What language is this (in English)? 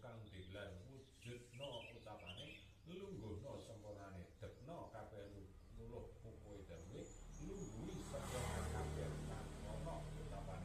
Javanese